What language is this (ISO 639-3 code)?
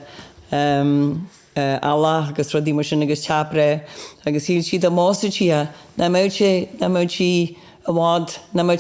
gle